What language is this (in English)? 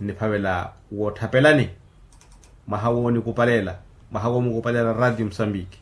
Makhuwa